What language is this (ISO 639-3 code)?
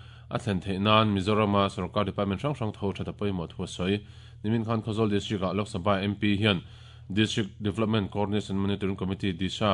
lus